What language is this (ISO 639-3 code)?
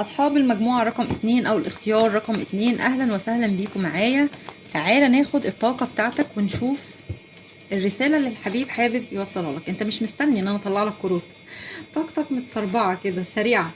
arz